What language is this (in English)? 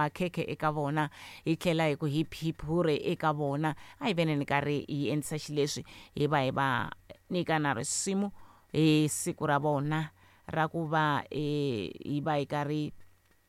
Tsonga